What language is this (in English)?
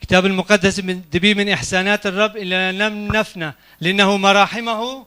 Kurdish